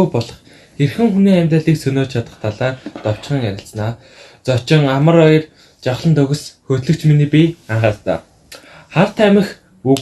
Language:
Mongolian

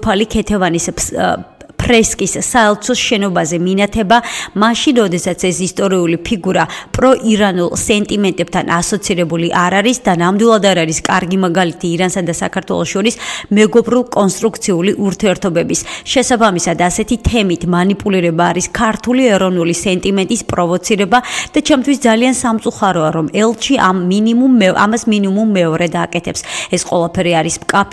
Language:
Georgian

